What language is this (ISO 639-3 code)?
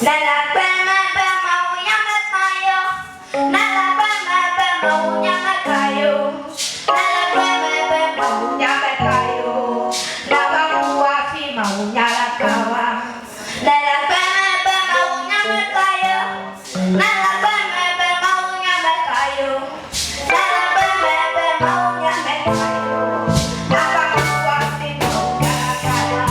ewe